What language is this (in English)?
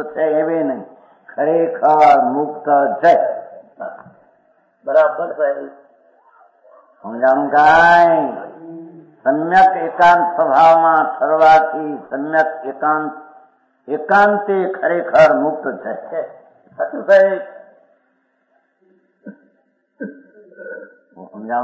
Gujarati